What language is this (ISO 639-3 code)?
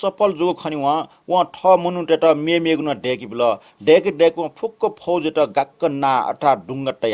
new